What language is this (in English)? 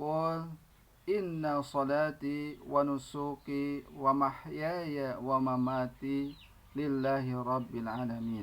Sundanese